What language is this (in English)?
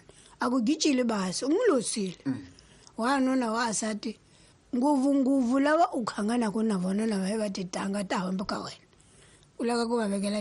Tsonga